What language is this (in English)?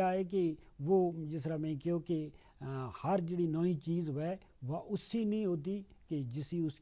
Gujari